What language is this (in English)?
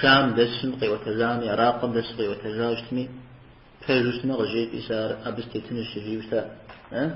Kabardian